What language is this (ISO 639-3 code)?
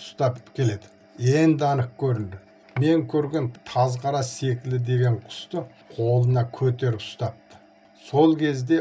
kaz